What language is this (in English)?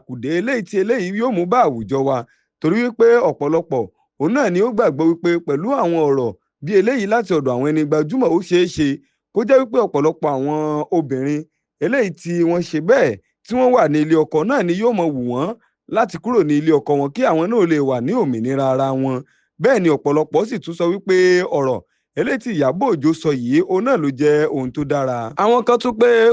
Yoruba